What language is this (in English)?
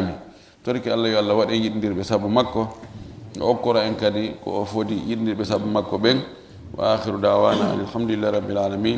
Fula